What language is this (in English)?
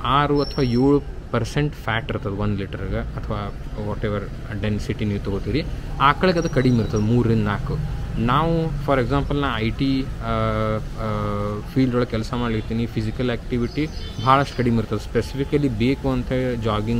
Kannada